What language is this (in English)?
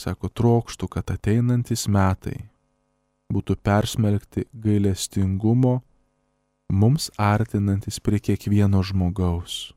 Lithuanian